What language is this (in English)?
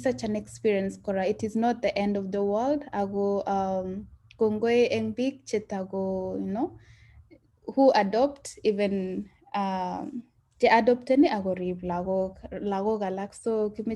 Kalenjin